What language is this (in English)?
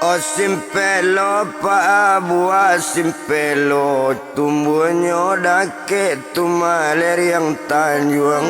Minangkabau